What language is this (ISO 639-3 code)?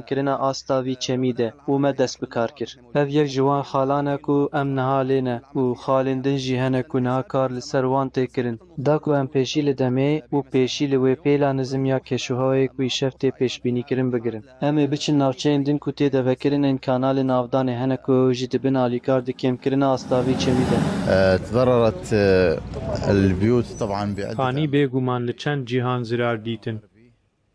kur